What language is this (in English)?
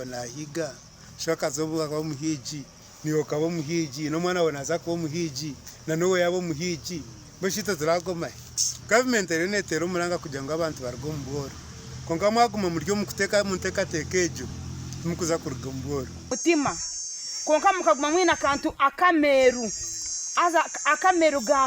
Nyankole